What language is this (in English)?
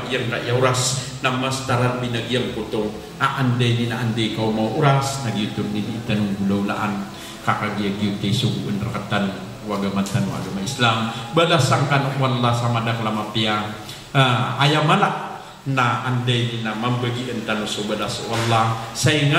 Maranao